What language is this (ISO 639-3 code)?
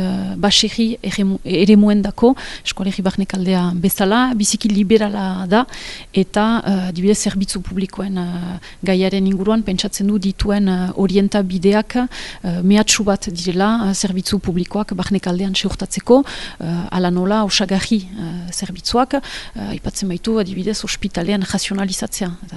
eus